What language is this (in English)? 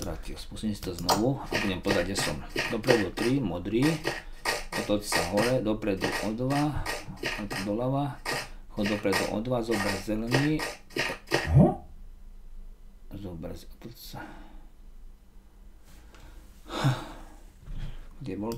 Slovak